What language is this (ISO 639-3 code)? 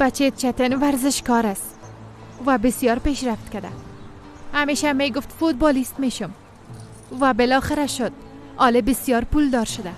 fas